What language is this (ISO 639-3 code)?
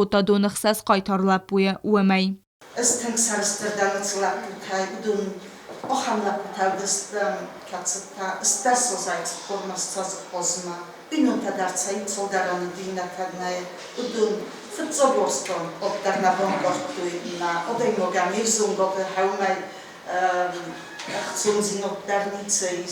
oss